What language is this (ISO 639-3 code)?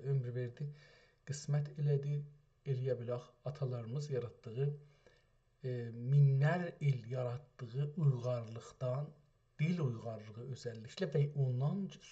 azb